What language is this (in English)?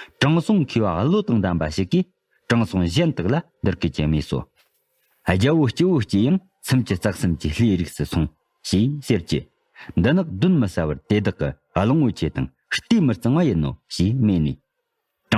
Tibetan